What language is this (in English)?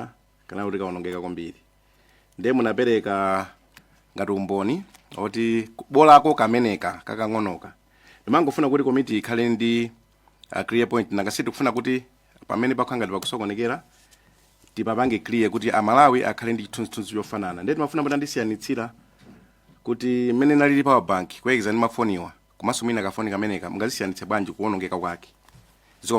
Nyanja